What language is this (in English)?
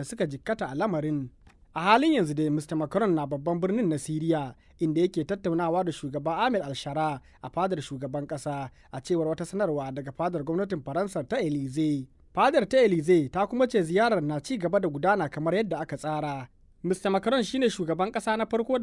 Hausa